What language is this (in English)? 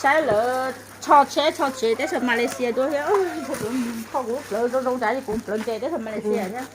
Hmong